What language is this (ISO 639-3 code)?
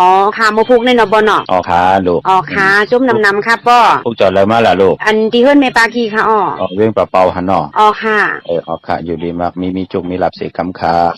shn